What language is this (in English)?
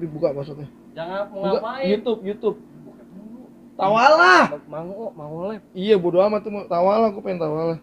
Betawi